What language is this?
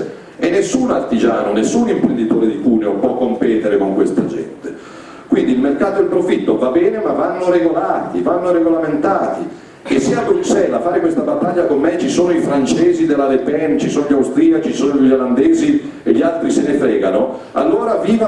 Italian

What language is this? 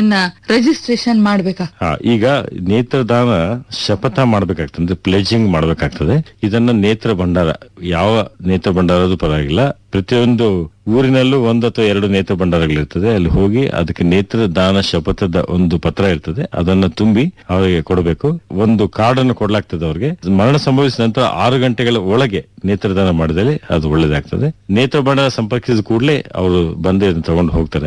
Kannada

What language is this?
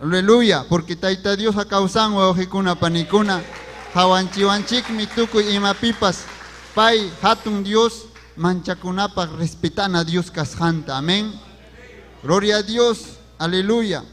Ayacucho Quechua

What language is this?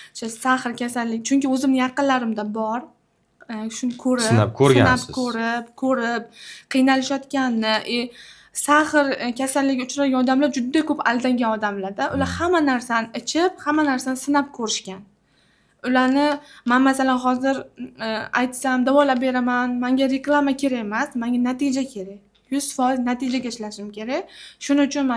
Uzbek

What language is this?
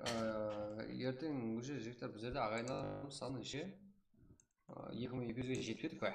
Kara-Kalpak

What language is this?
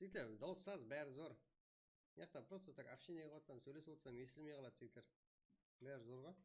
Kara-Kalpak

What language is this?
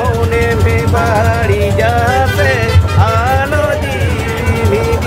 Santali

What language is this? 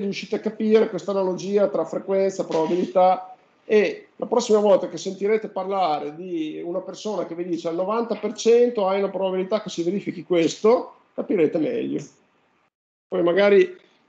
Italian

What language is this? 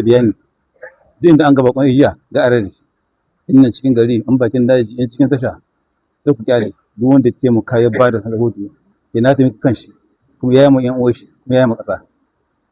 Hausa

